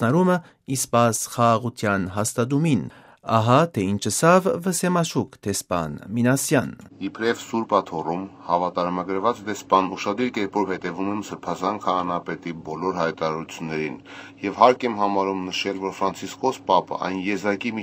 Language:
Armenian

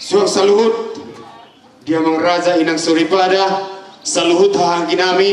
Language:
Batak Toba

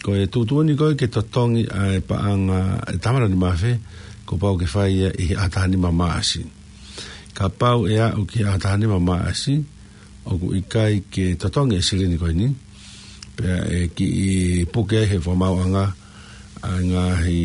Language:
Tongan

